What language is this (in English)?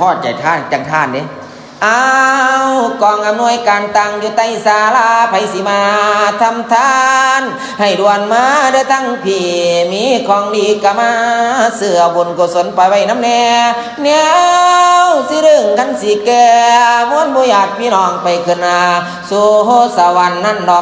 Northeastern Thai